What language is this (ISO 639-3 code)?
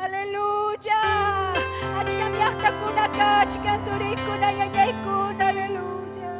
quy